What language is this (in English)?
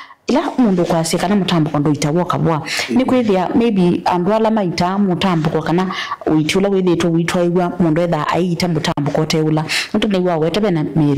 Kamba